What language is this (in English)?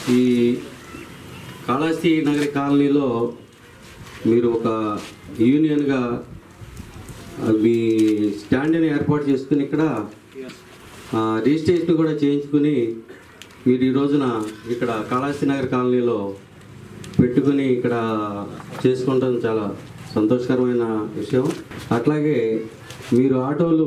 Telugu